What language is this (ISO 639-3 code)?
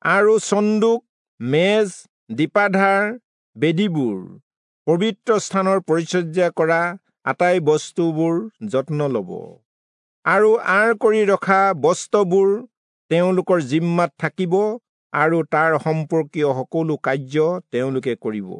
asm